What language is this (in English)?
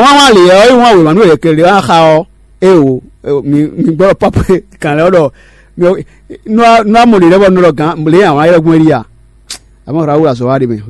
Fon